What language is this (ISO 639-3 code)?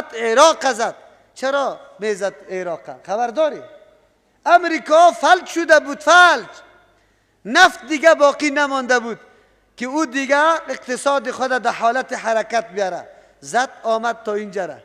fas